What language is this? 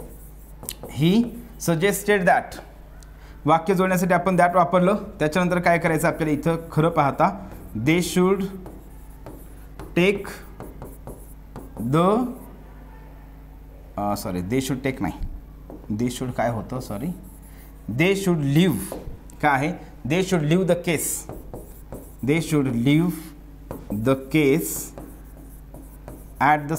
Marathi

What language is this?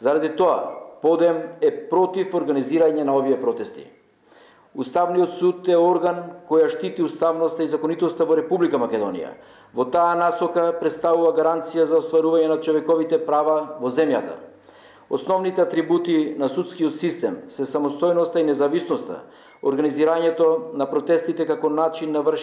Macedonian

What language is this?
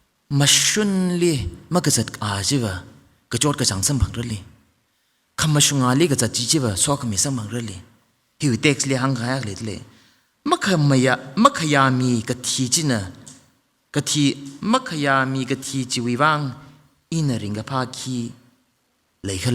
Tangkhul Naga (India)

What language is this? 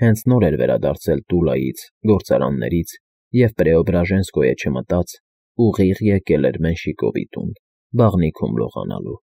Armenian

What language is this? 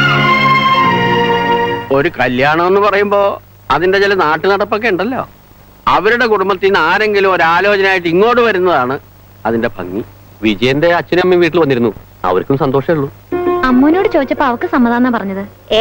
Malayalam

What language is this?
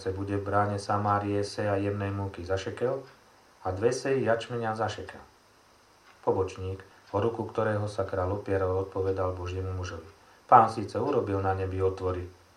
Slovak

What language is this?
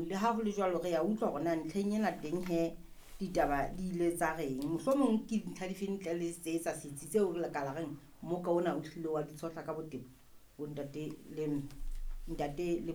Southern Sotho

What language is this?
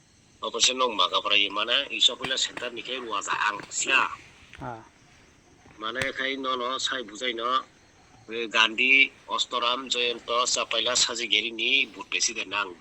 Kok Borok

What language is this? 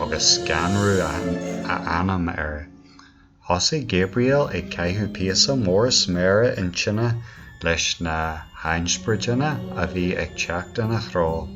Irish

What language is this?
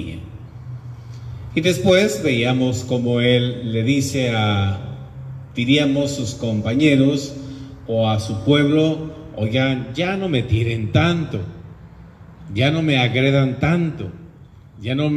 Spanish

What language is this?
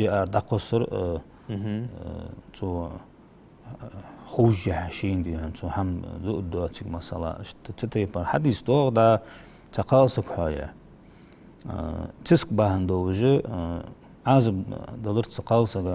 Ingush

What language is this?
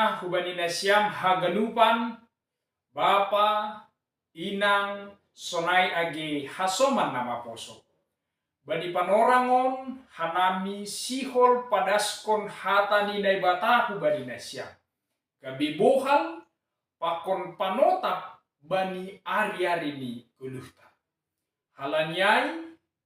Batak Simalungun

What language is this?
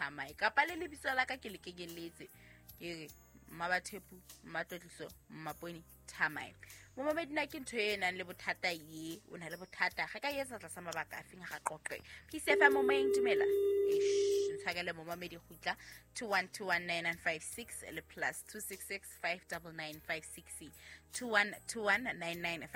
Southern Sotho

